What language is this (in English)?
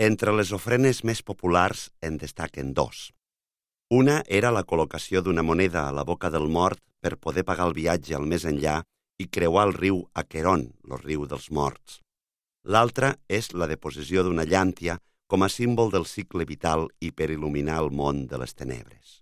Catalan